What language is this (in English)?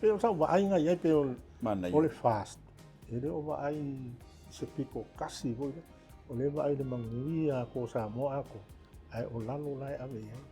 Samoan